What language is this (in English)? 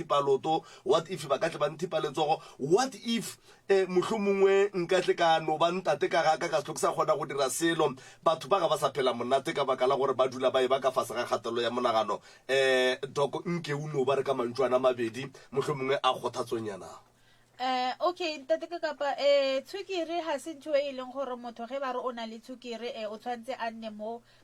Northern Sotho